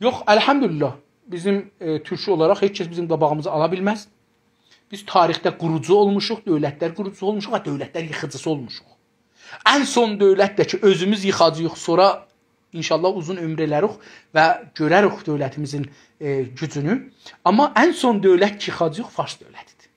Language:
South Azerbaijani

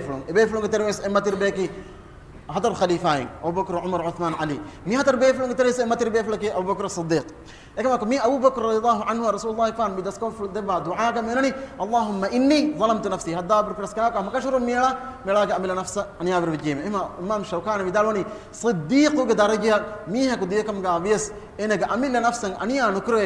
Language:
Divehi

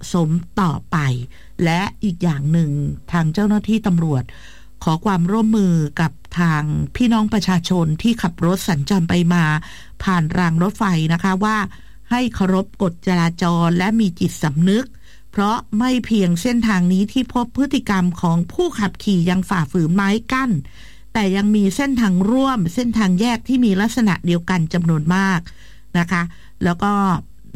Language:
Thai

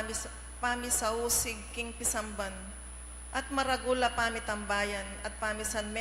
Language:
Pampanga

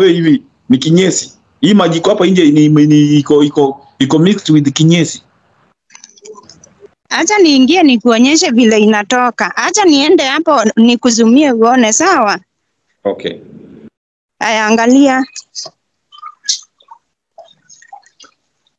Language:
Swahili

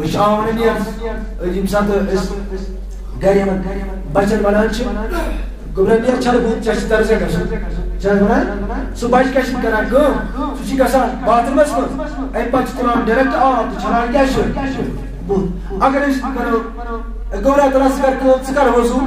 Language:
Kashmiri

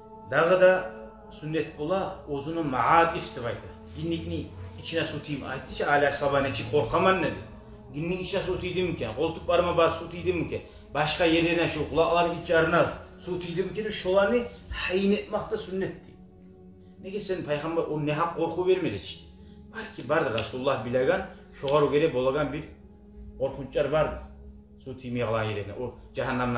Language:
Kumyk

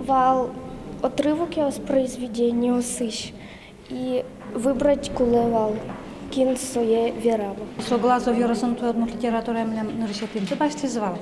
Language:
Udmurt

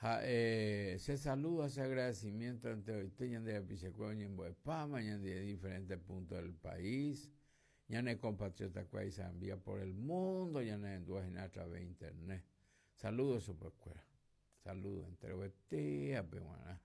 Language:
Guarani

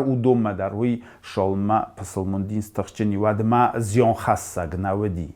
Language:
Ossetic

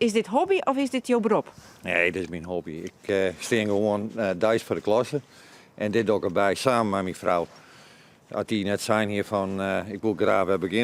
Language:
Western Frisian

